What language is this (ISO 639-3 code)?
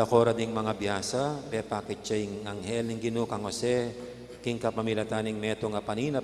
pam